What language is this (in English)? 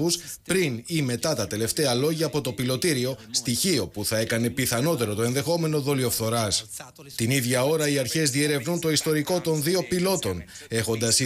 Greek